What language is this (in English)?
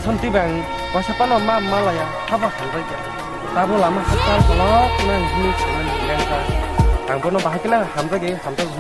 Kok Borok